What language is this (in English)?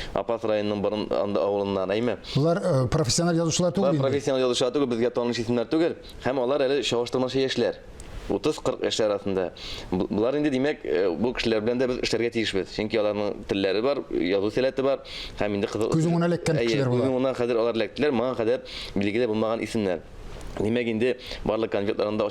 Tatar